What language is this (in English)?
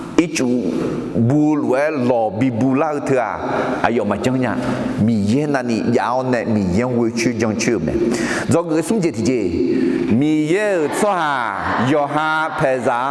Akha